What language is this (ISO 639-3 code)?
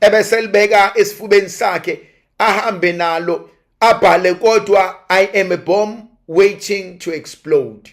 zul